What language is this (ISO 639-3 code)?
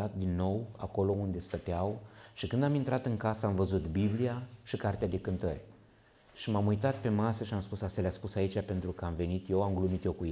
ron